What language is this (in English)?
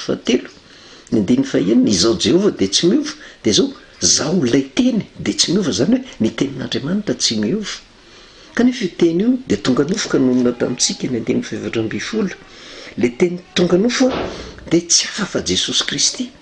Malagasy